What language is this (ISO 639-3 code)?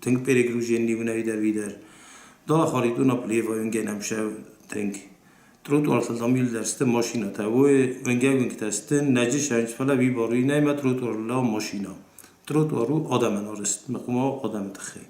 oss